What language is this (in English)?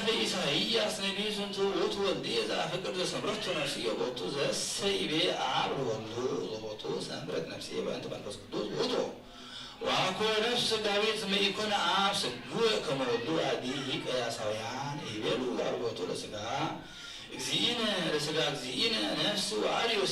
Geez